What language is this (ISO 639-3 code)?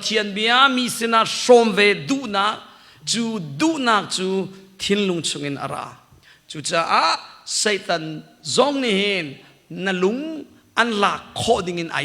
cnh